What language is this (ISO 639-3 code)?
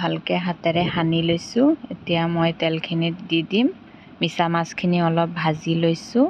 asm